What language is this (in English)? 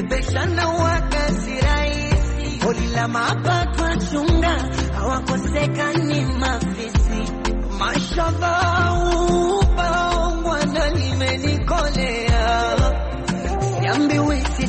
Swahili